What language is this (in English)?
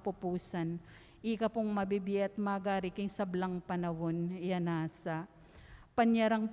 Pampanga